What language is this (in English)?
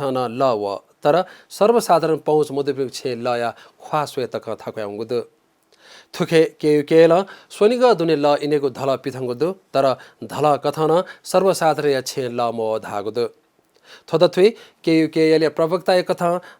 Newari